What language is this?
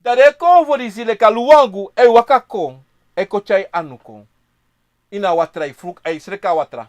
Sranan Tongo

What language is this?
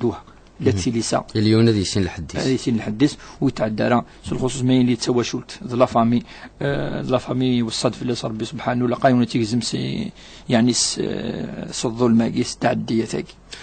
Kabyle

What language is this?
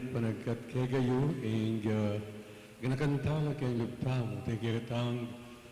Pampanga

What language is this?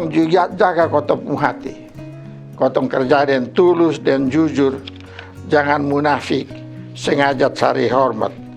Kupang Malay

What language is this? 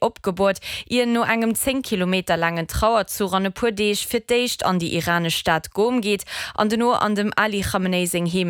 Luxembourgish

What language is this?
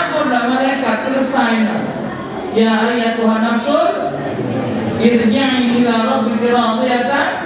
Musi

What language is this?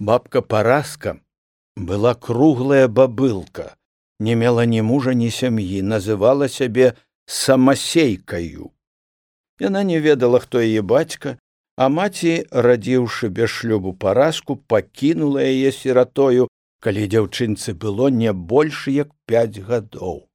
Belarusian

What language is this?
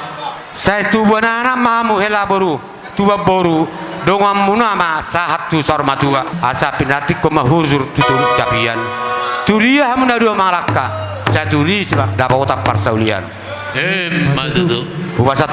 Batak Toba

